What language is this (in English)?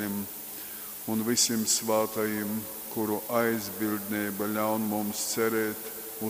Latgalian